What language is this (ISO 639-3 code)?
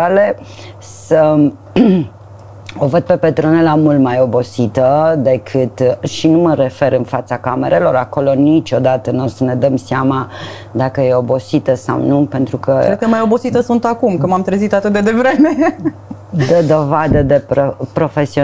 ron